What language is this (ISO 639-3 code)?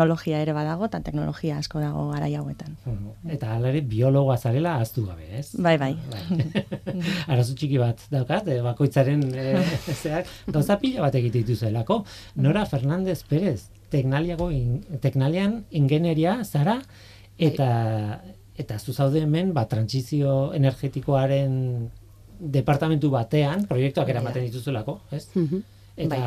eus